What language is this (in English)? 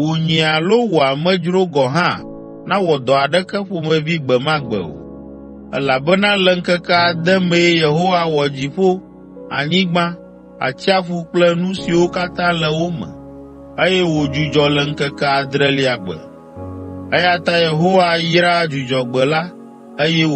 Ewe